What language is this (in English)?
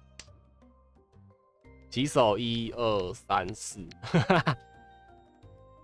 Chinese